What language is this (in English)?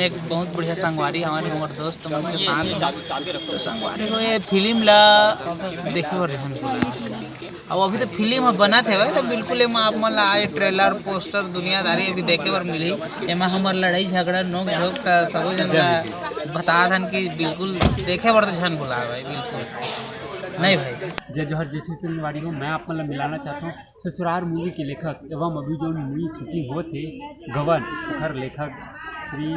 Chhattisgarhi